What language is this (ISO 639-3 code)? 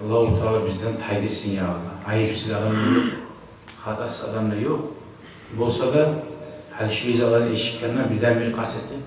kum